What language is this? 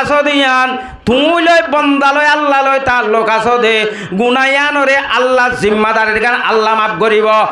Rohingya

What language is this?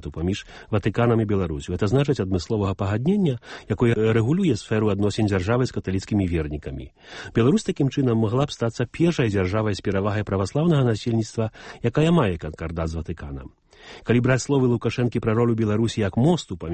Belarusian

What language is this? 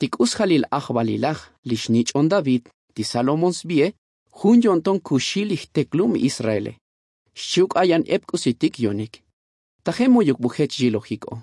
Tzotzil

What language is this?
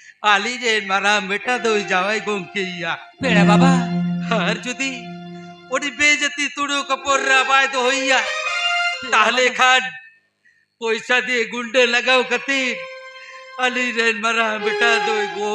Santali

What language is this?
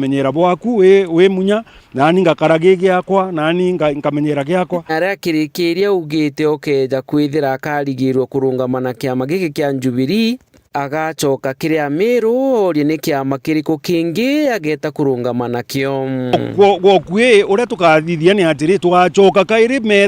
Meru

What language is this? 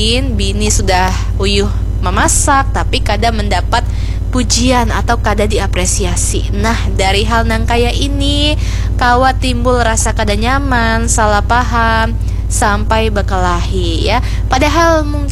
Banjar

